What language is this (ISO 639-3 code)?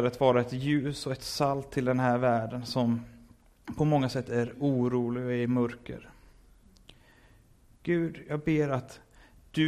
swe